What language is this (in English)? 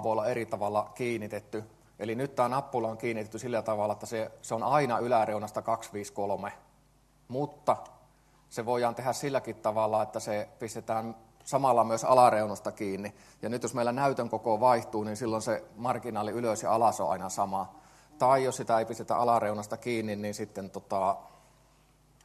Finnish